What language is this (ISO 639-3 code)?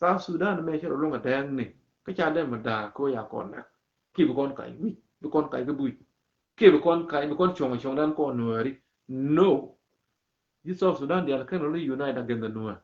nus